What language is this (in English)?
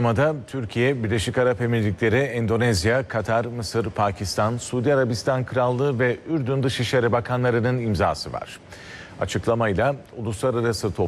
Turkish